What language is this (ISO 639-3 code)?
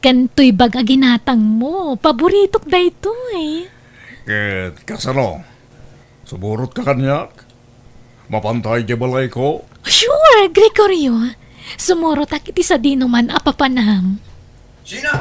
ilo